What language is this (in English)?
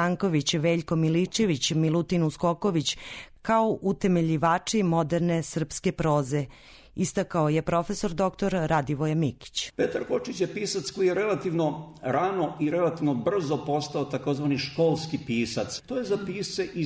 Serbian